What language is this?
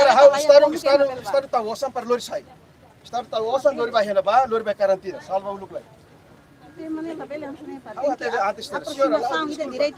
Tetum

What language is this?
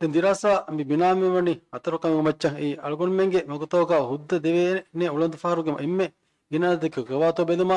Divehi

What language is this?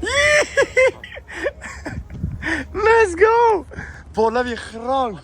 Swiss German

